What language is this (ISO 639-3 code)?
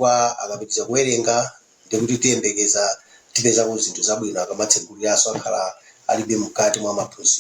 nya